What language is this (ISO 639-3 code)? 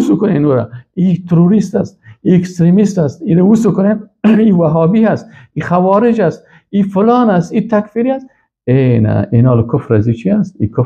fas